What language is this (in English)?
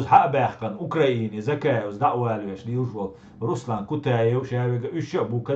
Chechen